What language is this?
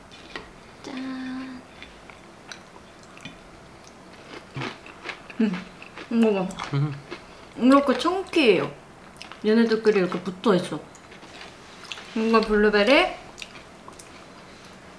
Korean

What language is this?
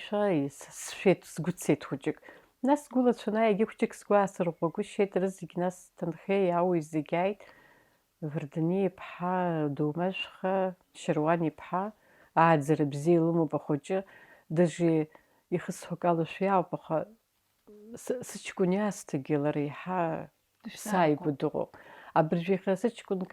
Abkhazian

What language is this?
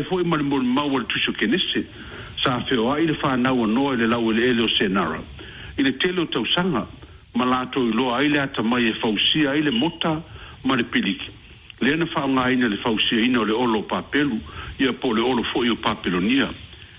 Samoan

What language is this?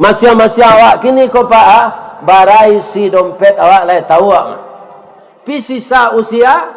Minangkabau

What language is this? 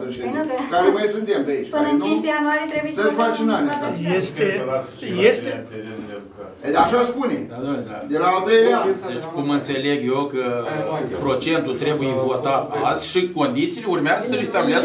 Romanian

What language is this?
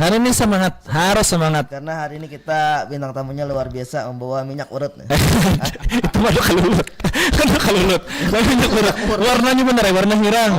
Banjar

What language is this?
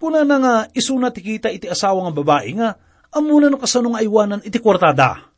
Iloko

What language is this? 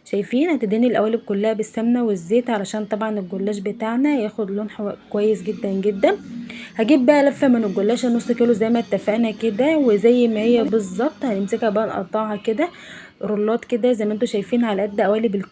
Egyptian Arabic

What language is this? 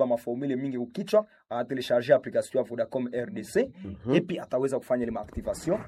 Swahili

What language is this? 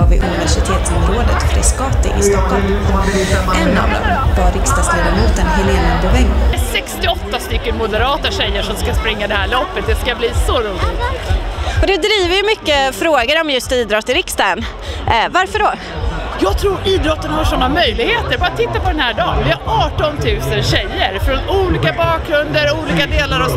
Swedish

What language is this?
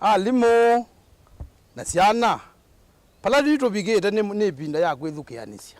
Kamba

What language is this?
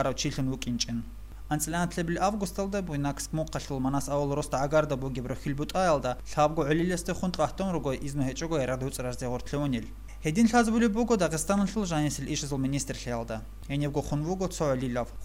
Avaric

